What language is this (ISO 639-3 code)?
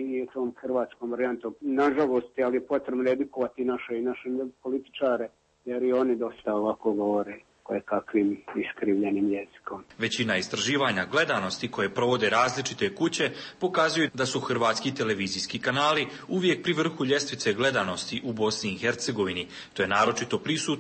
bos